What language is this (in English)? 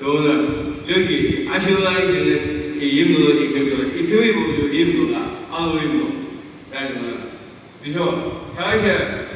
Yimchungru Naga